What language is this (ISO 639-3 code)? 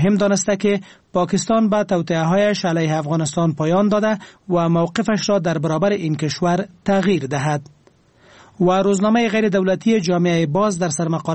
fas